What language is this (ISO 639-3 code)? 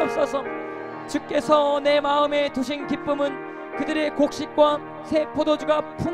kor